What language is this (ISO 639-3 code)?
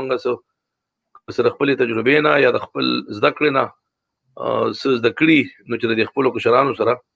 pus